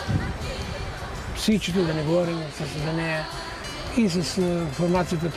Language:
Bulgarian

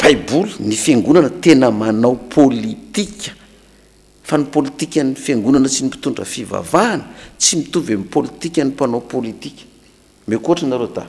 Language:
Malagasy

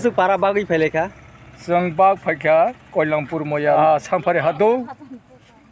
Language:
Kok Borok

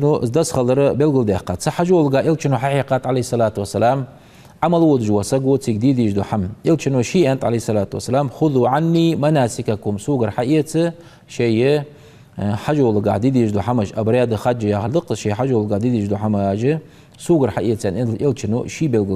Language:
Ingush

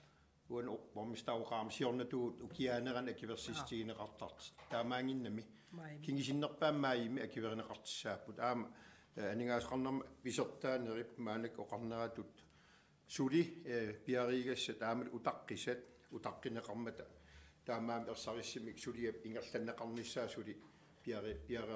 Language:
Kalaallisut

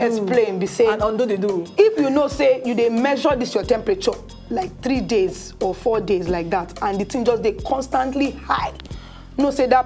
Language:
Nigerian Pidgin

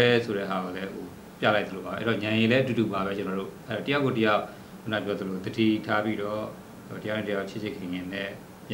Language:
Burmese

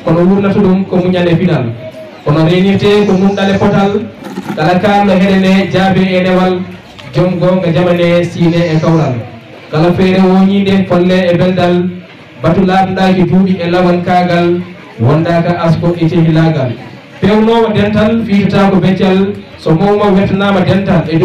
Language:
Fula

